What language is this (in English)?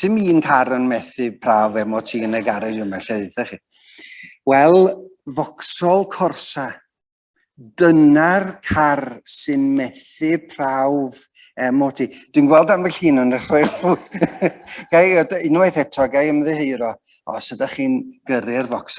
Welsh